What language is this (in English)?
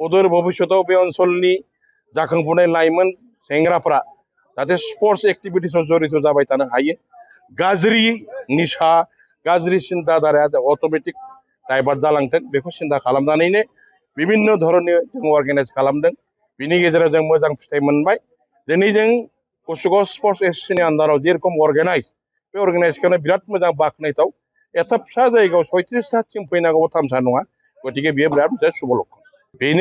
Bodo